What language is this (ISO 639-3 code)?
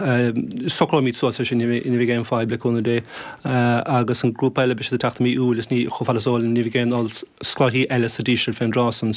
gle